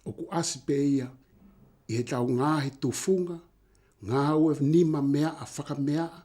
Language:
Tongan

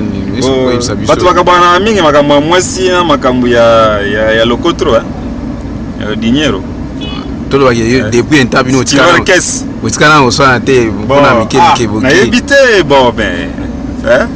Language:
Lingala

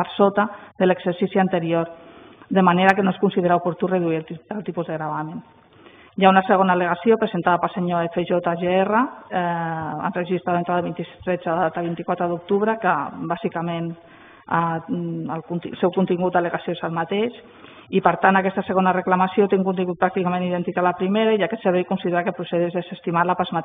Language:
Catalan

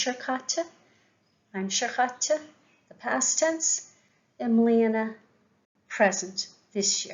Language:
Irish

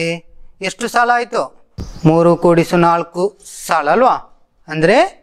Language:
Kannada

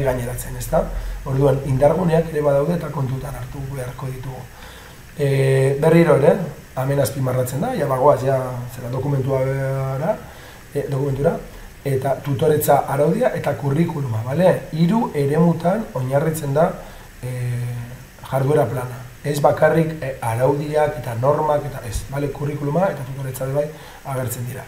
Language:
Basque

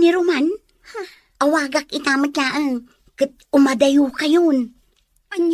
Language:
Iloko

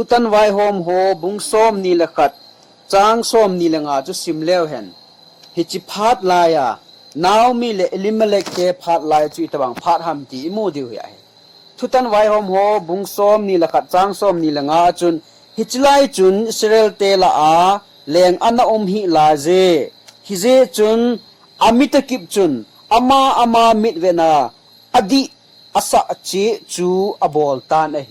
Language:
Thado Chin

